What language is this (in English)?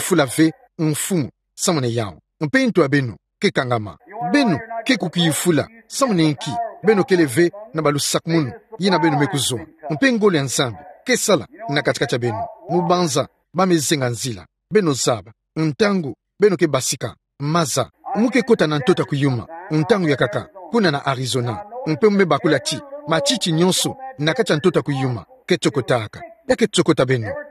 Kituba (Democratic Republic of Congo)